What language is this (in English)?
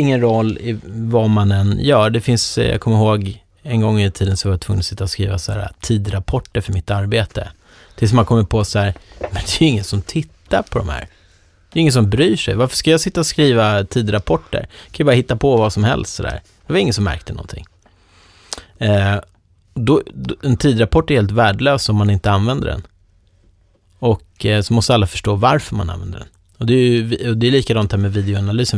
Swedish